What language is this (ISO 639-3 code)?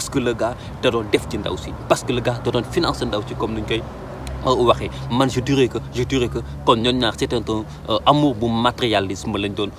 wol